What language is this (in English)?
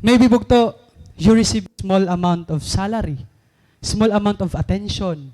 Waray